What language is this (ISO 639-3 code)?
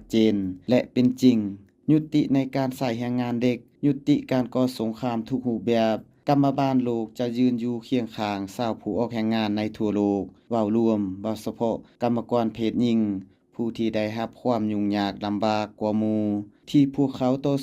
lao